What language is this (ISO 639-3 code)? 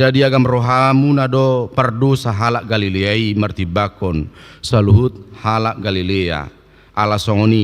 bbc